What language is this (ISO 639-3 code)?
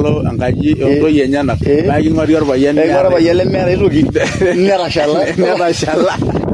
mas